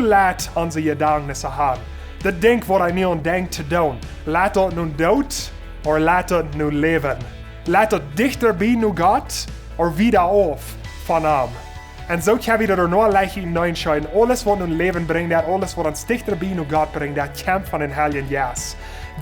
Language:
Plautdietsch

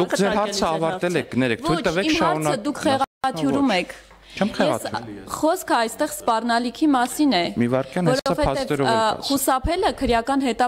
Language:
Armenian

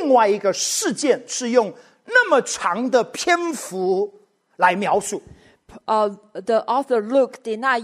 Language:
Chinese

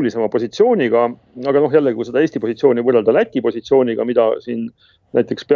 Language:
Estonian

